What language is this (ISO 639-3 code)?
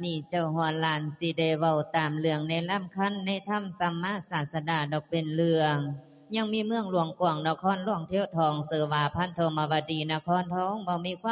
lao